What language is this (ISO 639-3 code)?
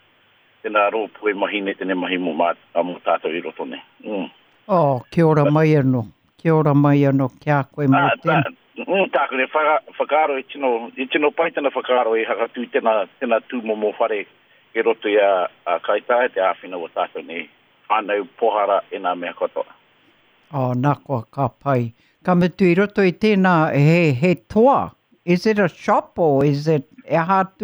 mri